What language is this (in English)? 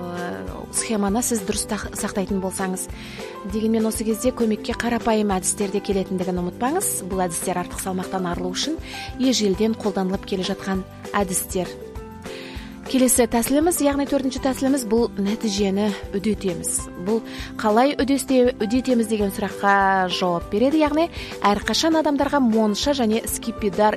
Kazakh